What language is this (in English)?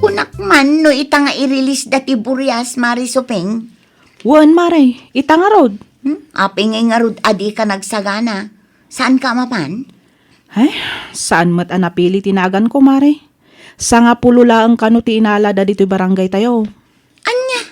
Iloko